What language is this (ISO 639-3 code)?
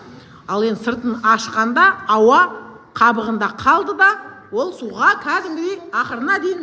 kaz